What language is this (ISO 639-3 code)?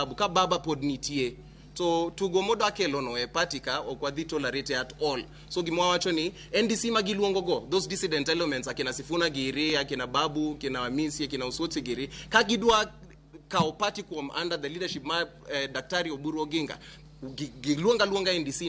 luo